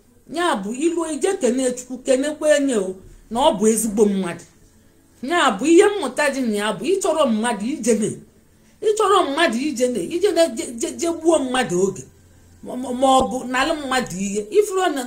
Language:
Igbo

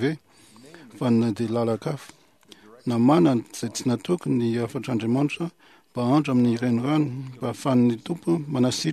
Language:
Malagasy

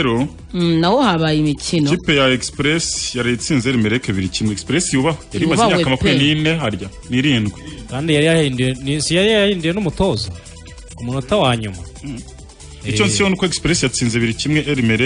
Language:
Kinyarwanda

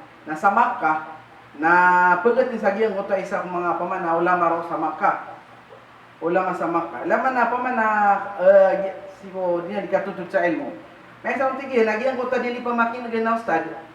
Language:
Maranao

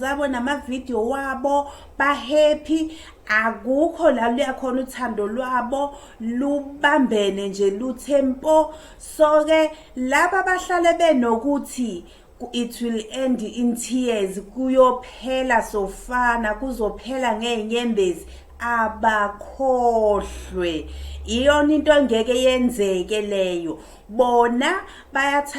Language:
Zulu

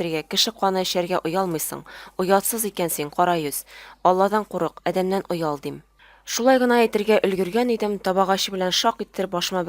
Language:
Tatar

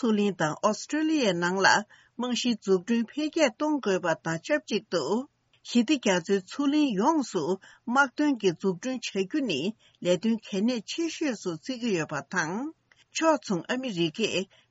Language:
Tibetan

